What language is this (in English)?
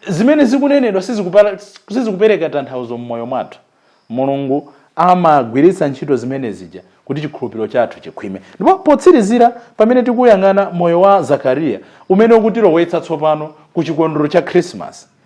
Nyanja